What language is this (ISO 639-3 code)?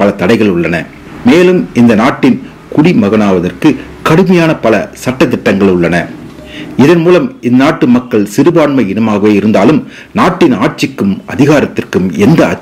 tam